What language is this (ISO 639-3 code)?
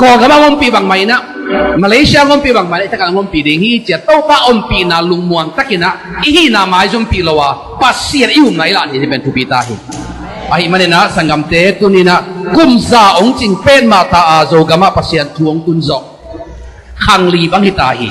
ctd